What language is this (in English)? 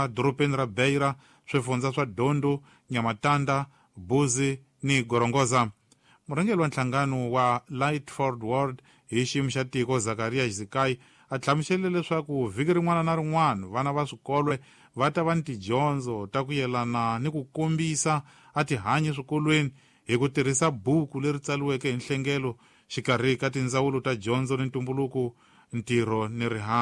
Tsonga